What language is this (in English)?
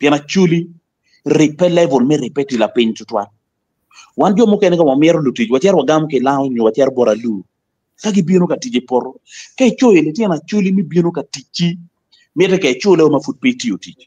Acoli